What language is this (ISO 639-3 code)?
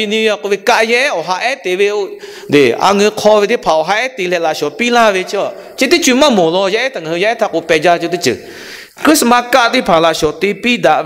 lhu